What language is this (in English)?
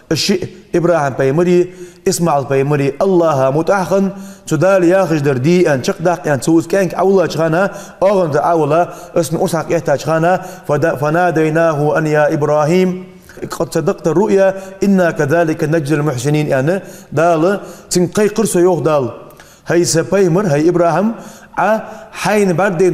Ingush